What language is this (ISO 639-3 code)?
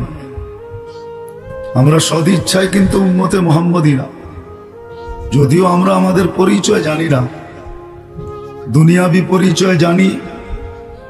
ben